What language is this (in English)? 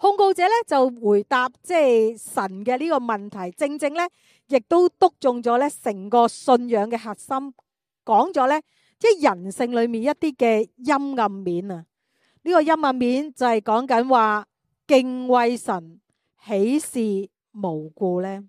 Cantonese